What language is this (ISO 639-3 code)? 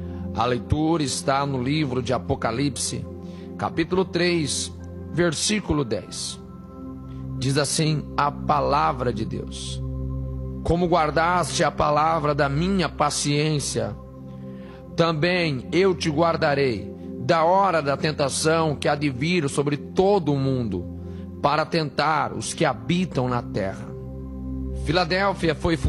por